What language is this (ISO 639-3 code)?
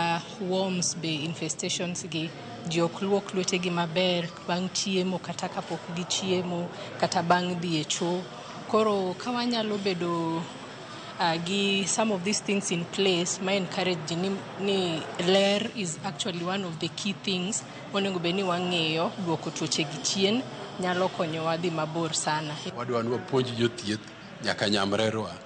luo